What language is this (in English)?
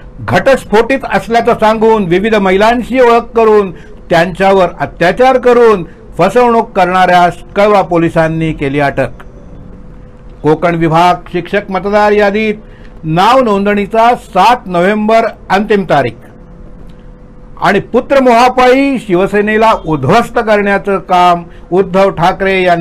Marathi